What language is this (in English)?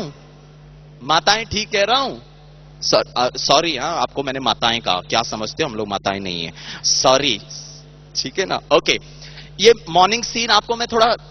Hindi